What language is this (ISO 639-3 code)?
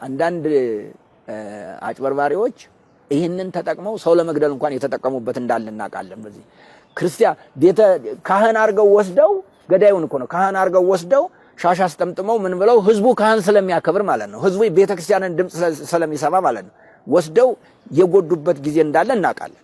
amh